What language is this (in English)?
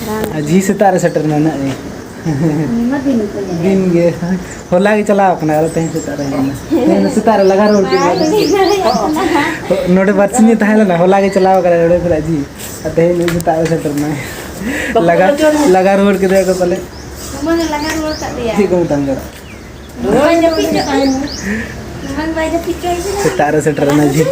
Santali